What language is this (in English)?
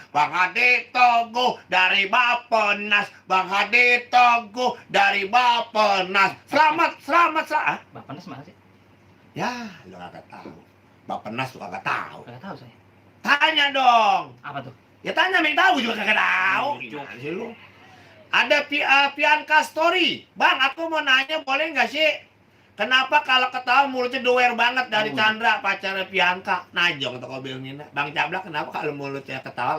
Betawi